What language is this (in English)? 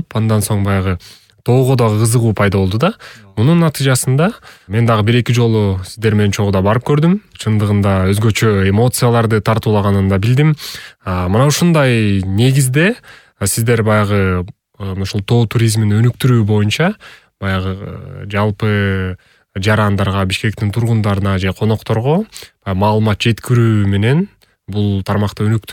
Kyrgyz